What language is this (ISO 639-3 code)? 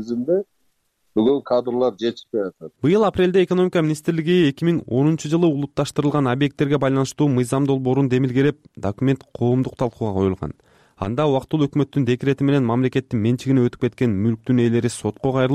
kir